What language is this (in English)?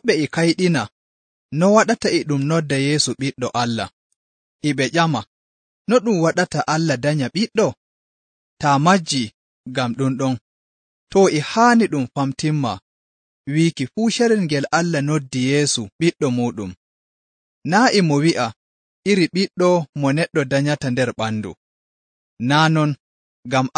Nigerian Fulfulde